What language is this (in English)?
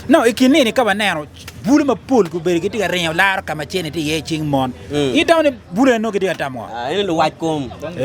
Acoli